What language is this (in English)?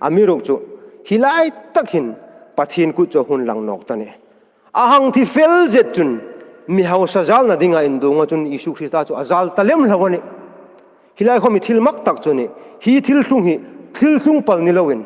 Hmar